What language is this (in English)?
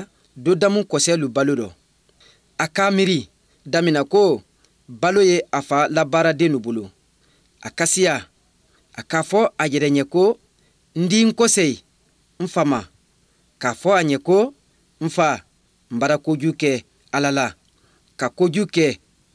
Bambara